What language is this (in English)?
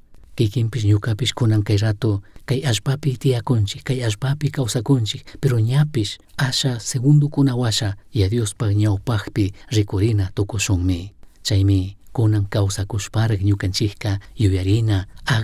Chimborazo Highland Quichua